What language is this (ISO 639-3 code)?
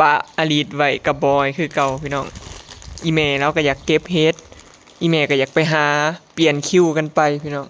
lao